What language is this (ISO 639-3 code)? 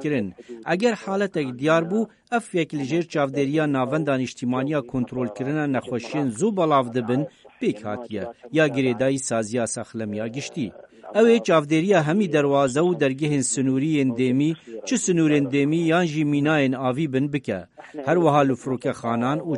kur